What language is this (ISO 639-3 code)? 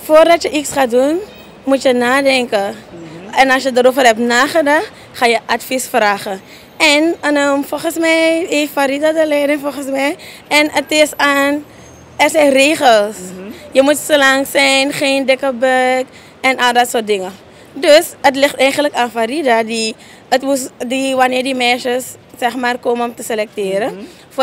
nld